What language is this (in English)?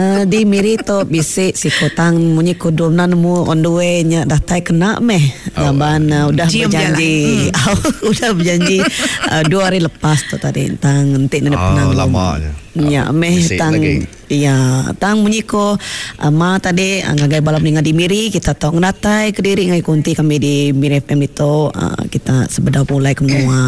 Iban